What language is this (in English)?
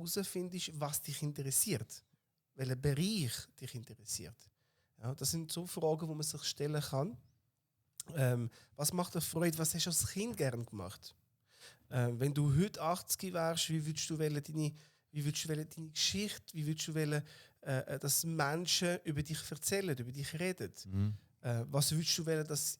Swiss German